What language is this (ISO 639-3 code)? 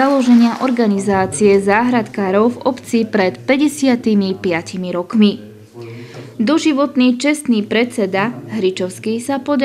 slk